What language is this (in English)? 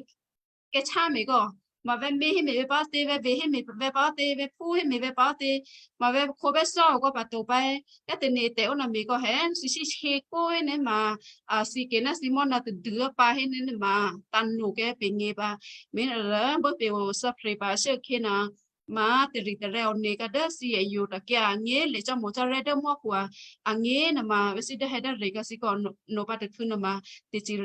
Western Kayah